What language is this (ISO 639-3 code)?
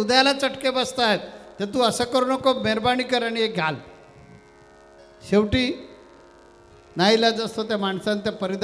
mar